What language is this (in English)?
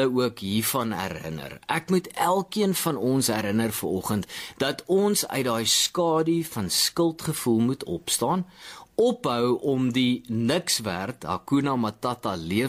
Afrikaans